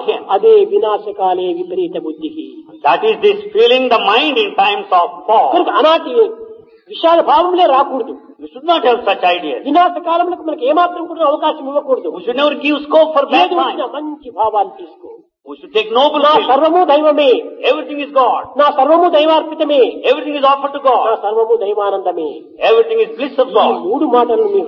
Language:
Telugu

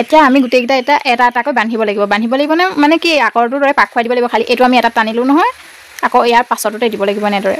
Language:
Assamese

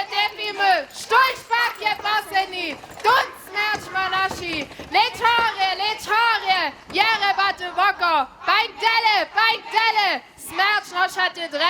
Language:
Upper Sorbian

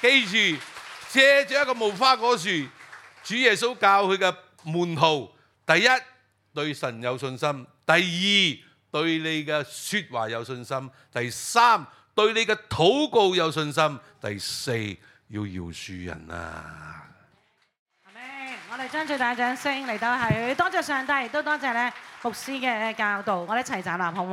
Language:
Cantonese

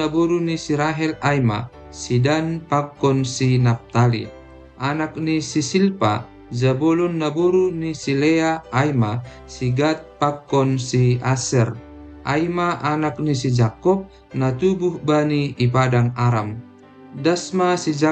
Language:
Batak Simalungun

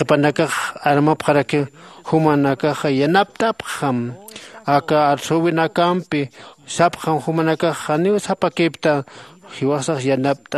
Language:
Aymara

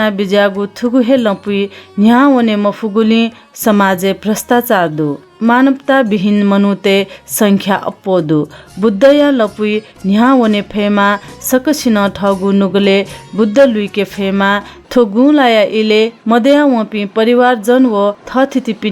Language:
Newari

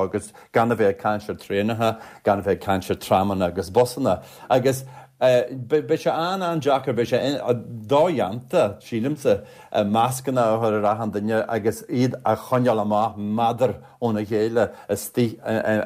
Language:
Irish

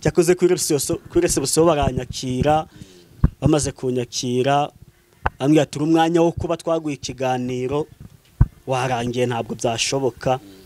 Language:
Kinyarwanda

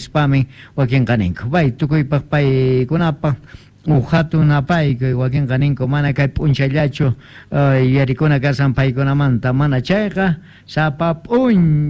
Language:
Quechua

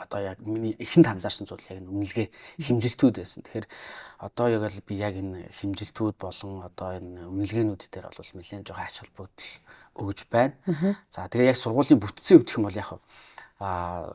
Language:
Mongolian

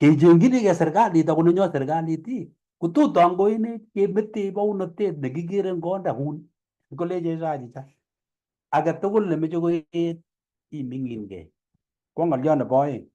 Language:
Kalenjin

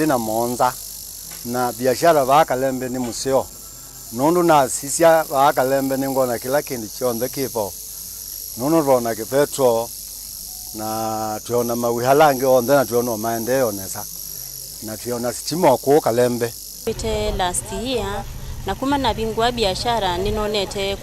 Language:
Kamba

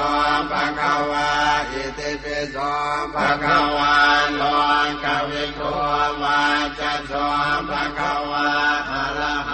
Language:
Pali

